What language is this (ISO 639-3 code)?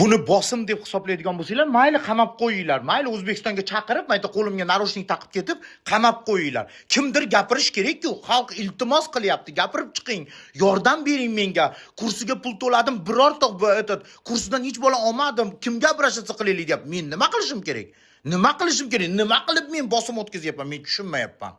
uzb